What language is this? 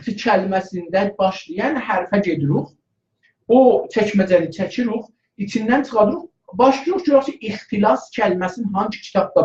South Azerbaijani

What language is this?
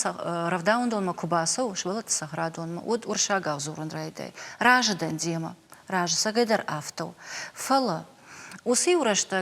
Ossetic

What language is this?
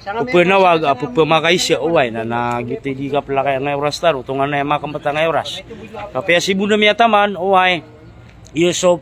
Maranao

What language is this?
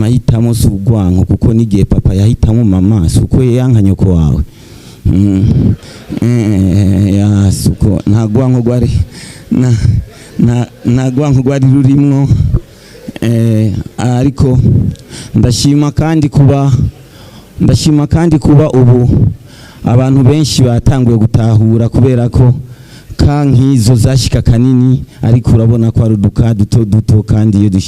Rundi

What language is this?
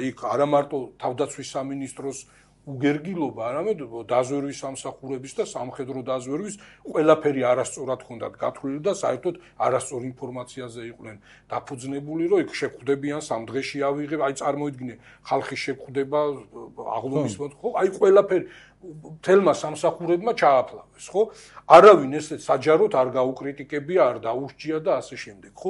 Georgian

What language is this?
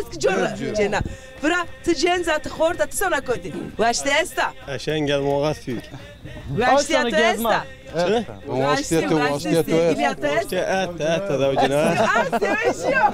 Zaza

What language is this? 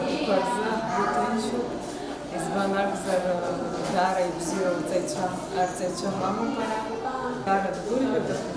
Abkhazian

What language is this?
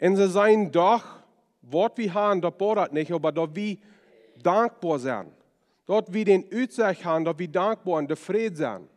Plautdietsch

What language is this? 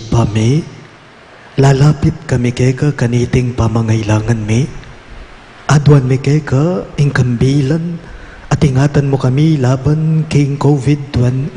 Pampanga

